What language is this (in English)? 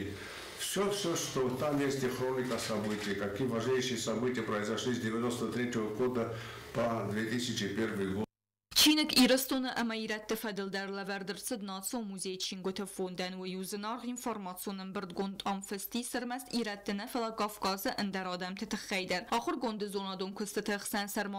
Ossetic